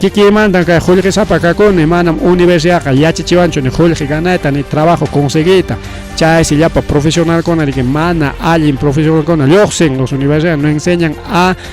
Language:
Ayacucho Quechua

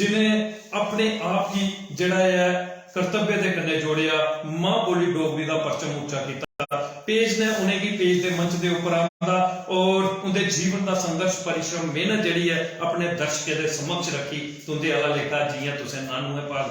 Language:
Dogri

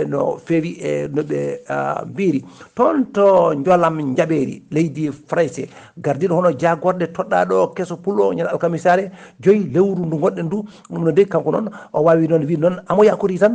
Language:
Fula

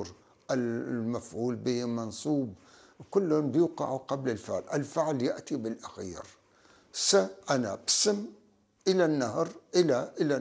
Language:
North Levantine Arabic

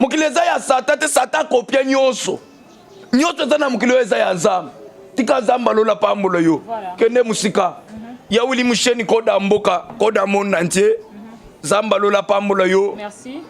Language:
Lingala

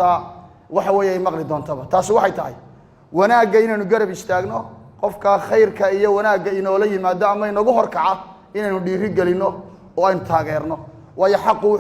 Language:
Somali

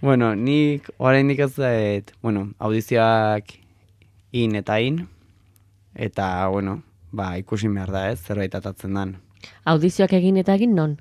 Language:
Basque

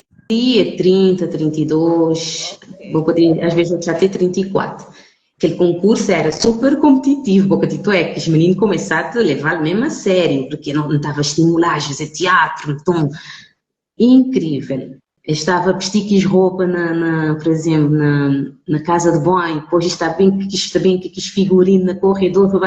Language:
Kabuverdianu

